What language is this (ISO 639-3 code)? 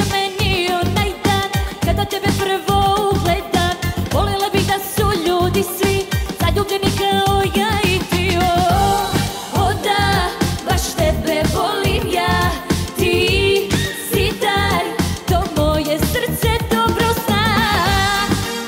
srp